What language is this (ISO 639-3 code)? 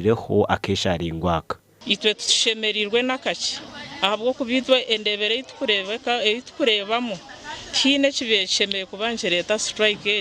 nyn